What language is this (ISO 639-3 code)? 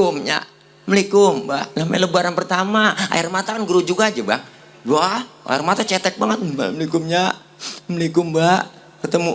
bew